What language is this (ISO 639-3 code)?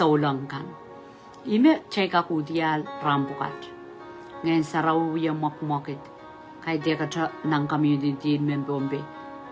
pon